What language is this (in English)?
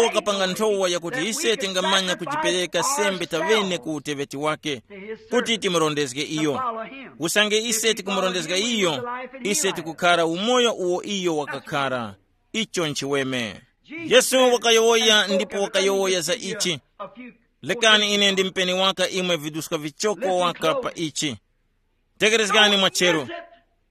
Tumbuka